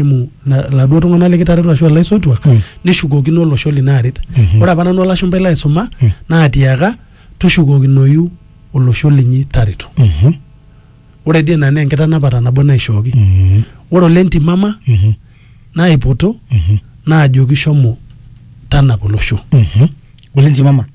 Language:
Masai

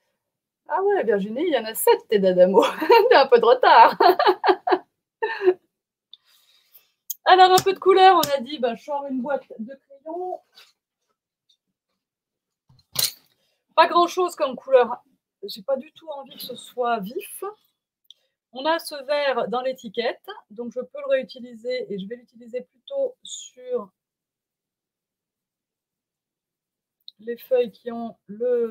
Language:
French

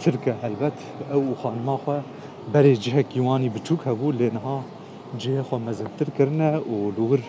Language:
Kurdish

